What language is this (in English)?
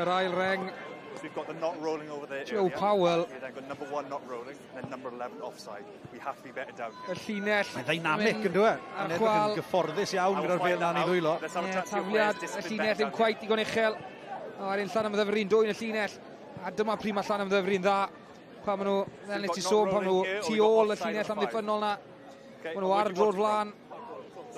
Welsh